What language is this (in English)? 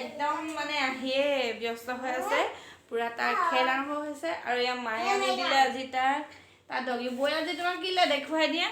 Assamese